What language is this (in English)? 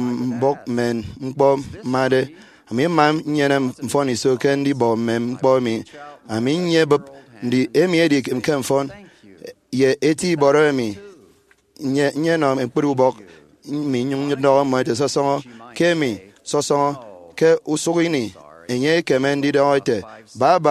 Efik